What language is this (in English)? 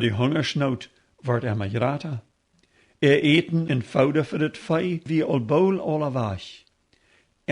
Plautdietsch